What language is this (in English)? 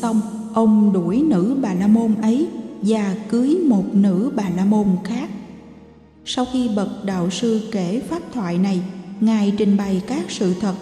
Vietnamese